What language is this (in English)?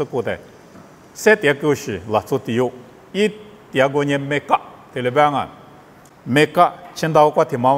Lisu